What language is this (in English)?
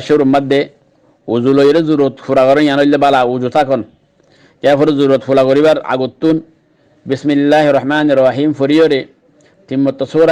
Rohingya